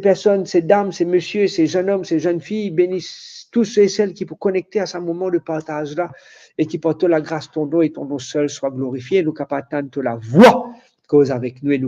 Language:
Morisyen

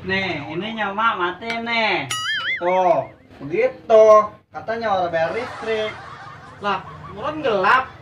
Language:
Betawi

